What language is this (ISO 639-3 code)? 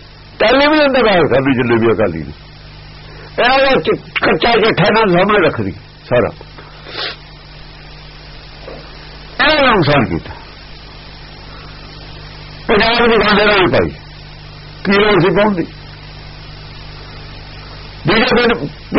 pan